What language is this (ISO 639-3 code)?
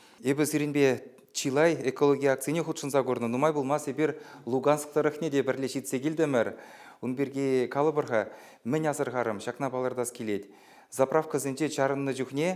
chv